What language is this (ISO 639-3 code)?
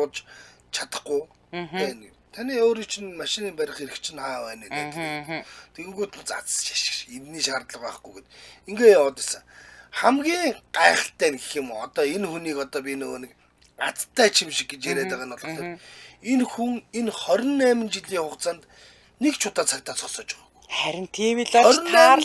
mon